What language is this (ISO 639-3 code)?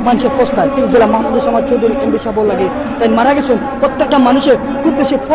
syl